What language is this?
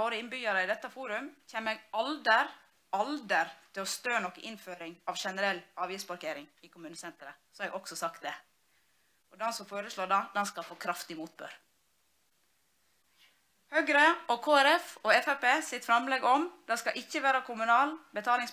Norwegian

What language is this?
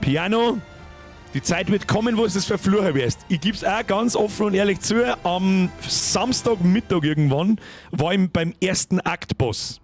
Bavarian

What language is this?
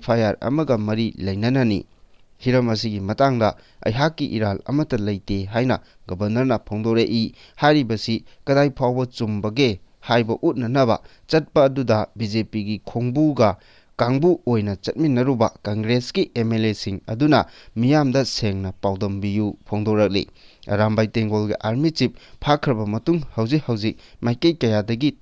Manipuri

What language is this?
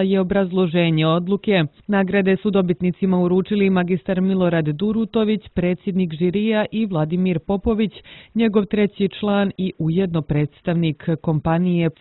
Serbian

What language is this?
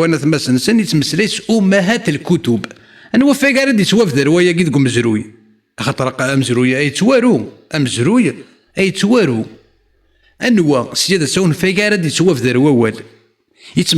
Kabyle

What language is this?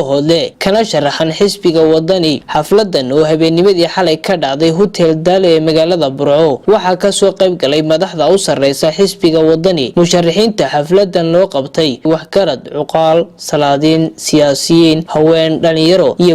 Somali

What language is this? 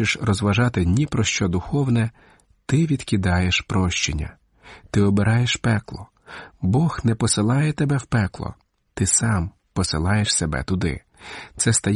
Ukrainian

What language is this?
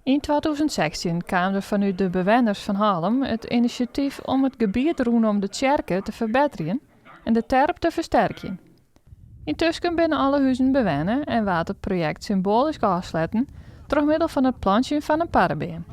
Western Frisian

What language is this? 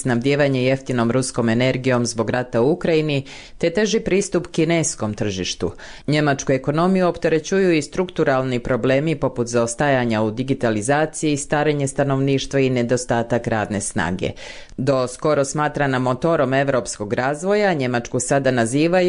Bosnian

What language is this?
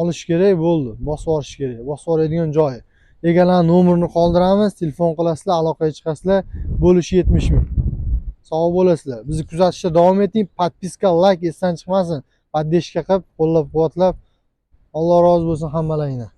Uzbek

